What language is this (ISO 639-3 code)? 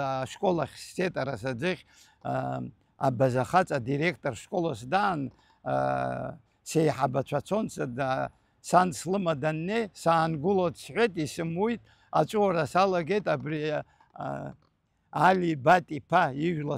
abk